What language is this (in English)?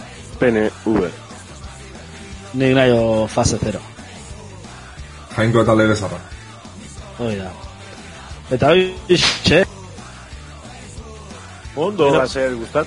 Basque